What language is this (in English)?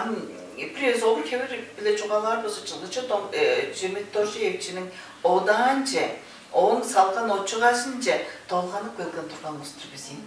Tuvinian